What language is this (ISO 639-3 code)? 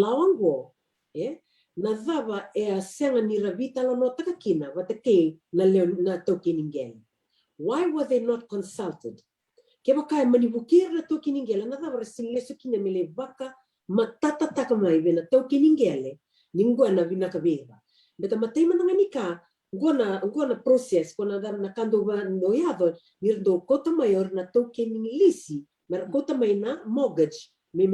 fij